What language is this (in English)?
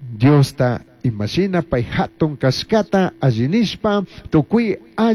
Chimborazo Highland Quichua